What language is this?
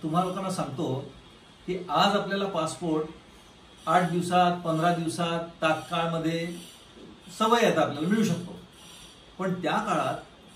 Marathi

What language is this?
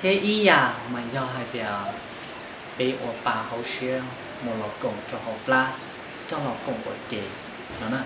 Hmong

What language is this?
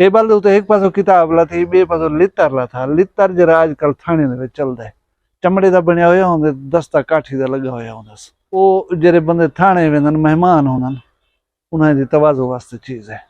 Saraiki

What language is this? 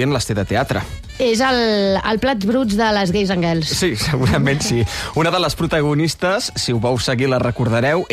Catalan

